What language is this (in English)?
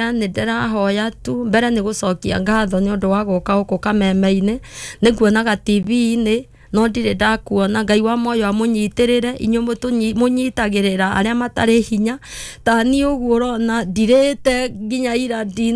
Kikuyu